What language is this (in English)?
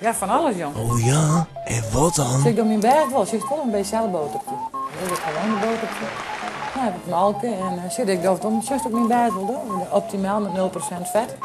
Western Frisian